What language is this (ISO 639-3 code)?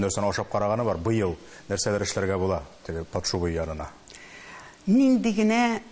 tat